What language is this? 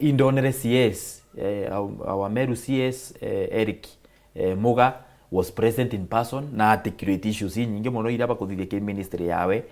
Meru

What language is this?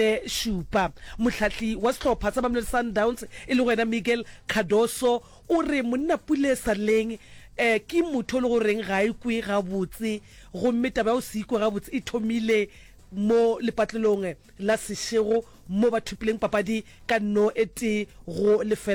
Northern Sotho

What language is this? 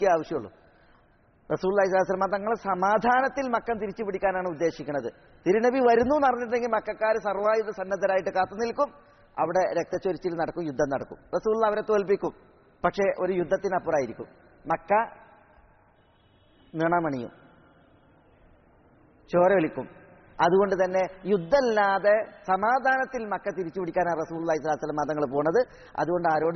Malayalam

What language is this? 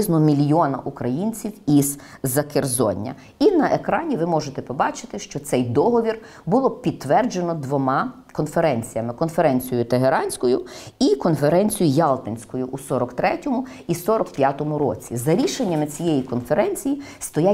Ukrainian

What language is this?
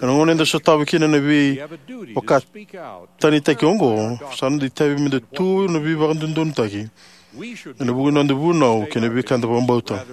Fijian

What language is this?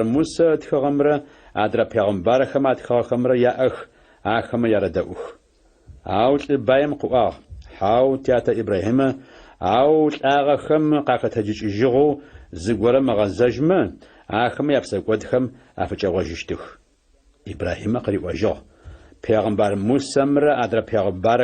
Adyghe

